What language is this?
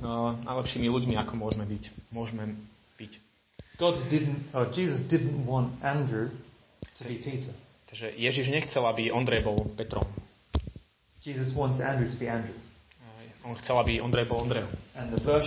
Slovak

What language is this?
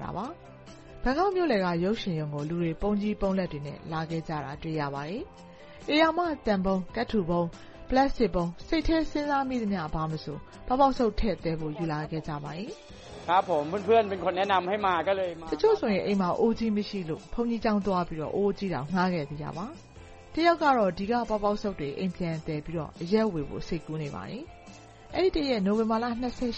Burmese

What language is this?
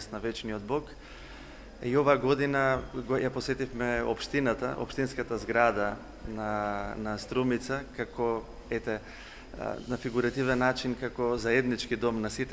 Macedonian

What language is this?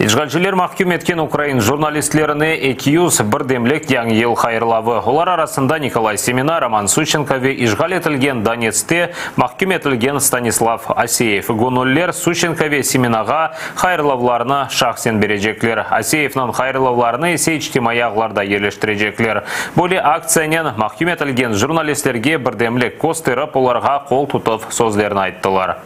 Crimean Tatar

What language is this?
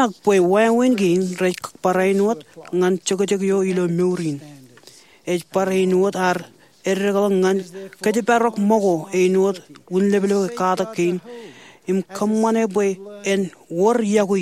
Marshallese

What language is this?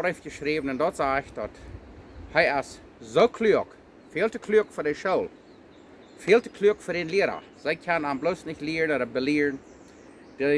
Plautdietsch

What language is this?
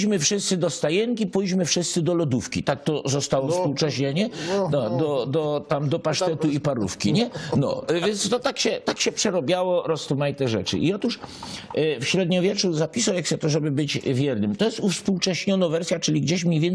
Silesian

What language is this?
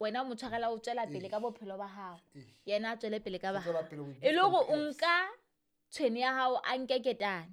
Southern Sotho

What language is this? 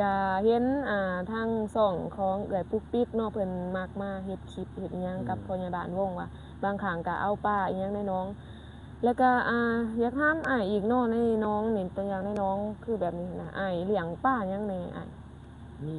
Lao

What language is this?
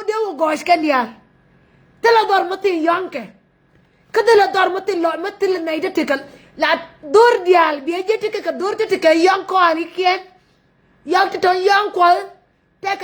Nuer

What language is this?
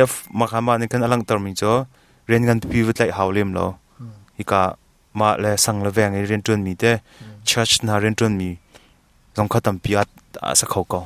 Hakha Chin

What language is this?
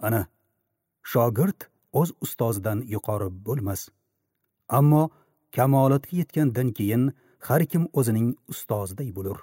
Uzbek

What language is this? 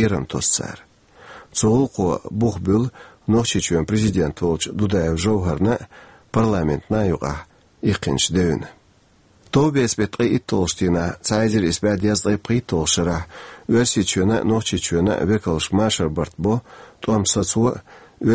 Chechen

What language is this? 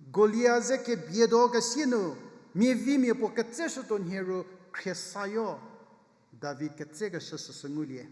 Angami Naga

